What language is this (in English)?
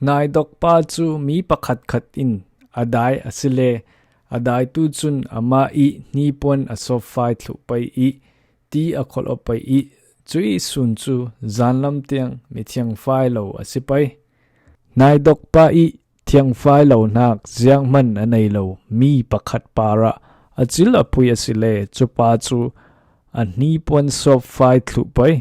Falam Chin